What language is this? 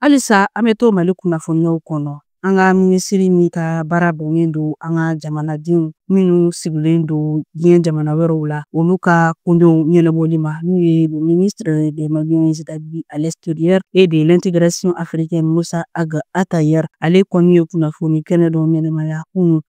Bambara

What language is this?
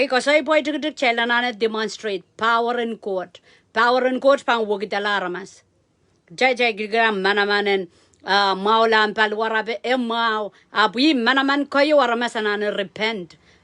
Pohnpeian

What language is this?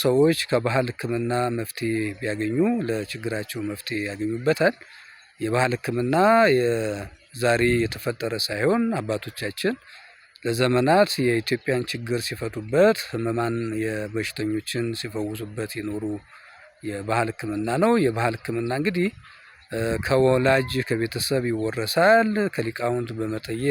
Amharic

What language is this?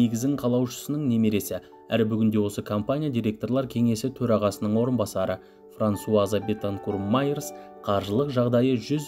Kazakh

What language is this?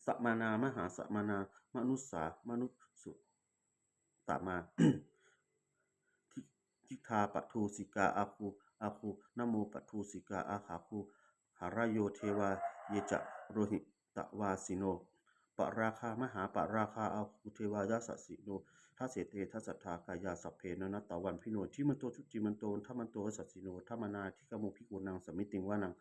Pali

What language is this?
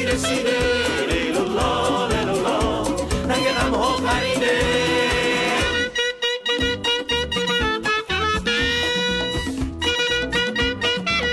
Persian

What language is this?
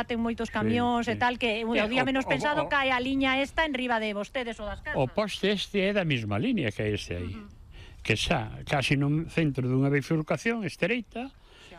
Galician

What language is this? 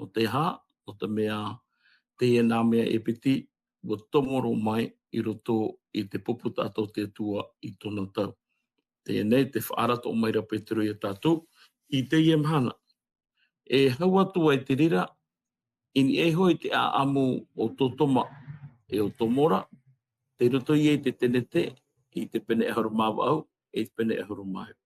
Tahitian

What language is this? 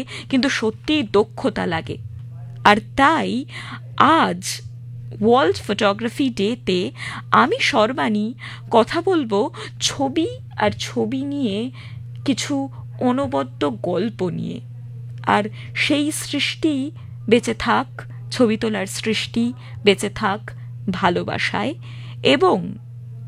Bangla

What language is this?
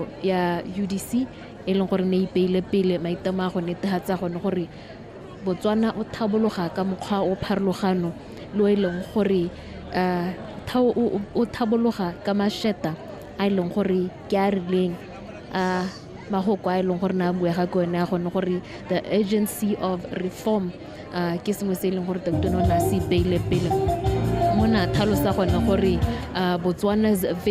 Tswana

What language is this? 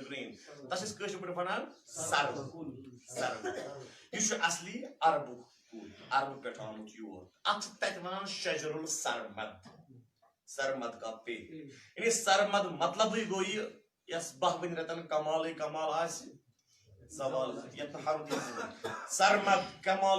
Kashmiri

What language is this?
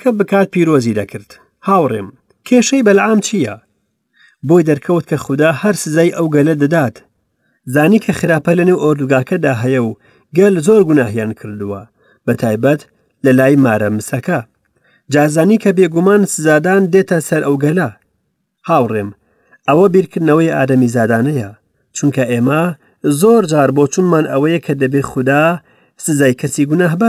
Central Kurdish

